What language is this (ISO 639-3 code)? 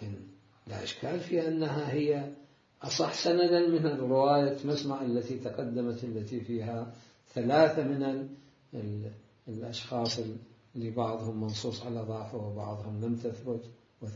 acm